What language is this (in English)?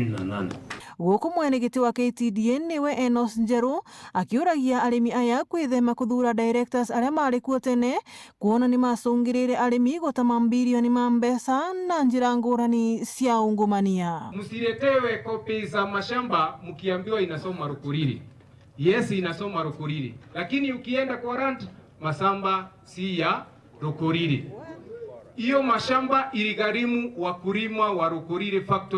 Meru